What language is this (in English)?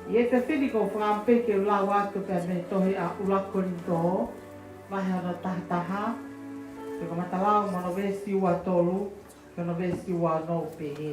Tongan